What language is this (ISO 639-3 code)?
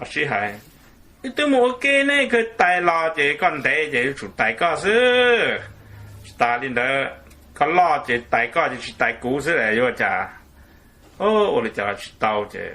hmn